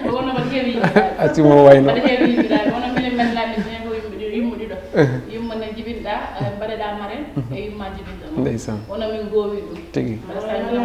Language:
Fula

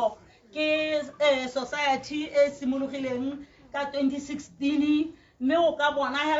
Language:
Tswana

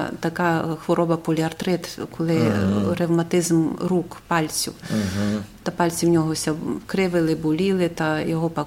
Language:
Rusyn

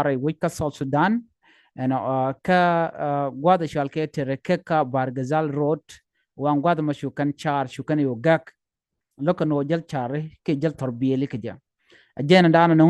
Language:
Nuer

